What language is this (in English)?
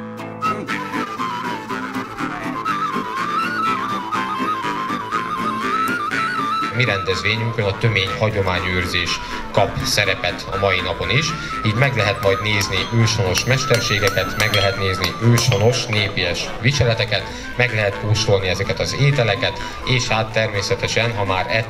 Hungarian